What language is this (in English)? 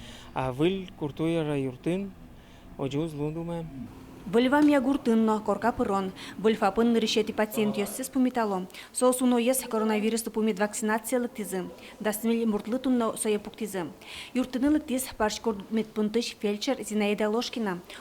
Udmurt